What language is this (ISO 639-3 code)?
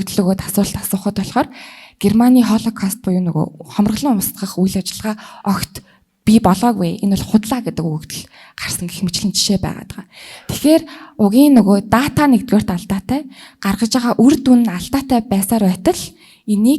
mon